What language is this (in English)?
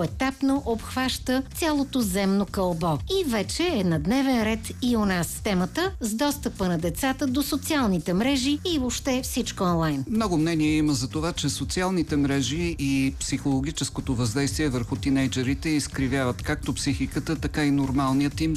Bulgarian